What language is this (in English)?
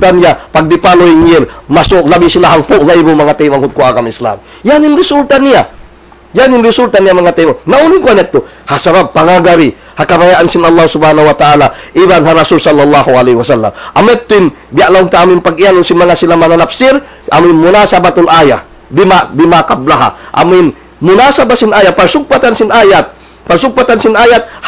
Tausug